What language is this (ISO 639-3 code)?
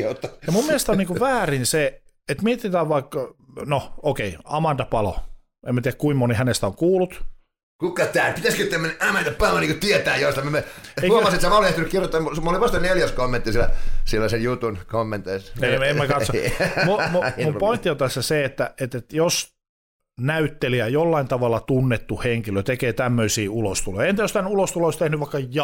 fin